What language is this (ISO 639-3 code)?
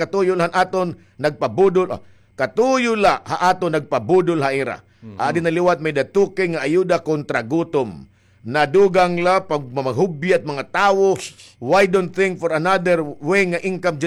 war